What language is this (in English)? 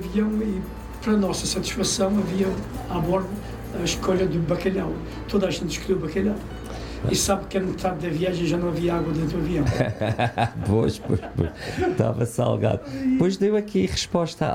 Portuguese